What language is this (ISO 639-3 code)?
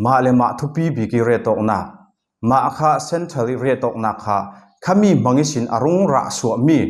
cfm